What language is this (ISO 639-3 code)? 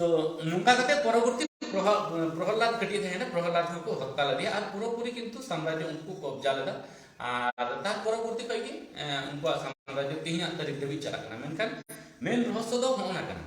sat